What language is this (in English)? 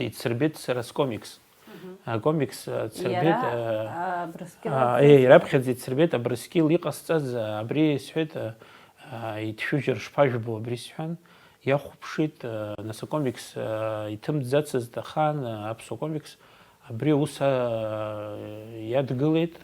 Abkhazian